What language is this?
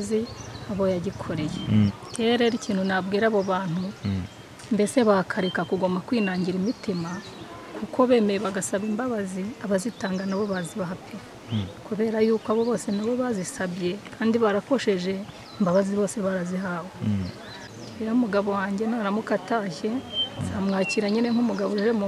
Kinyarwanda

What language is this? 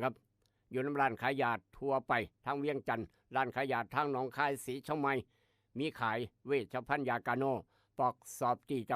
Northeastern Thai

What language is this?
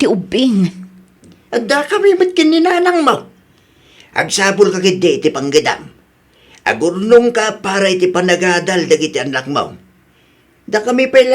Iloko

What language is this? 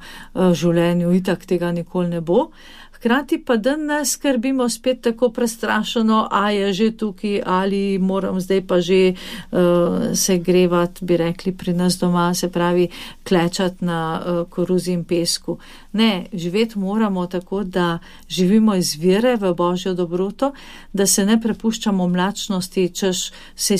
Slovenian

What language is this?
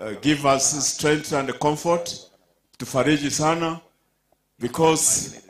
Gusii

